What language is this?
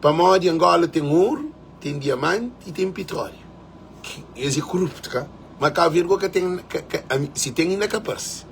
Kabuverdianu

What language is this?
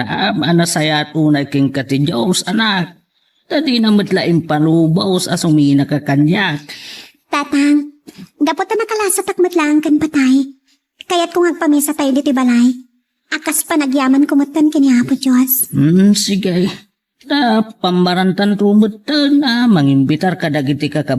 Iloko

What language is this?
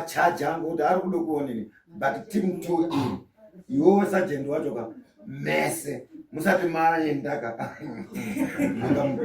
Shona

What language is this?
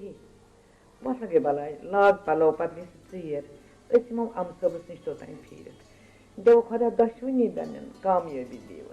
Kashmiri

